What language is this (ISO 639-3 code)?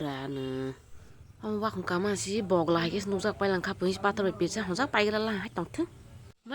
trp